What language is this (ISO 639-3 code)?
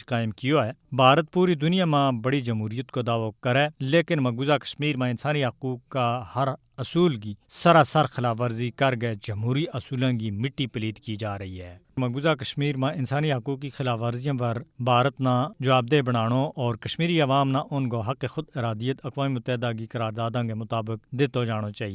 gju